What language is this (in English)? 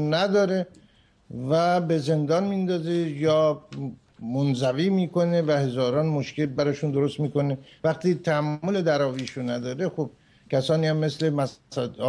Persian